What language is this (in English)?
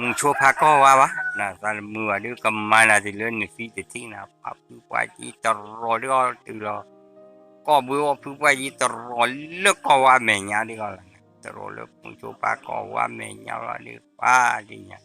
S'gaw Karen